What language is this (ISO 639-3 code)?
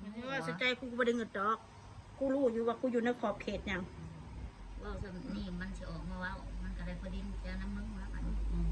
tts